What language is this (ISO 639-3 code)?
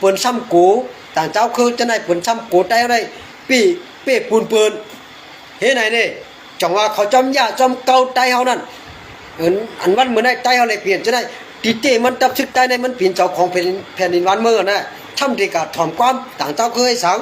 shn